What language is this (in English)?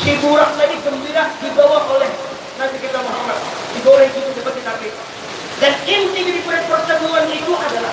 Banjar